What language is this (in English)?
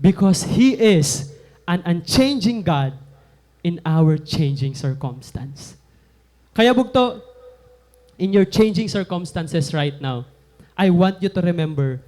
Waray